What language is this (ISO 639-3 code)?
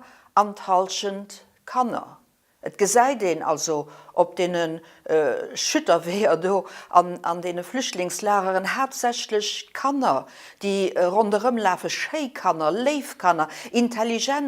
ltz